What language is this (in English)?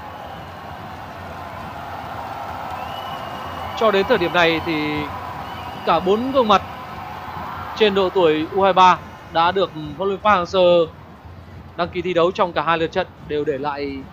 Vietnamese